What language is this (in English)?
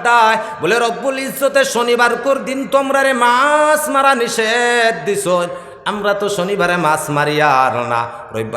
Sylheti